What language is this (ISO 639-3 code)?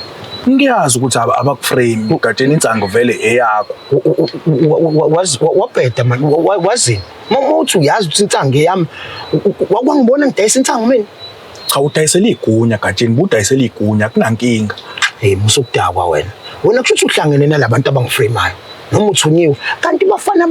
zul